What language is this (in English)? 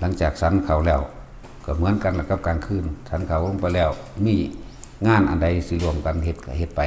Northeastern Thai